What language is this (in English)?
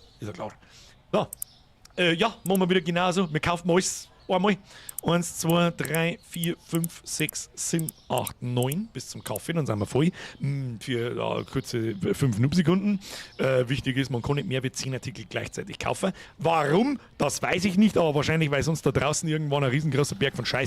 Bavarian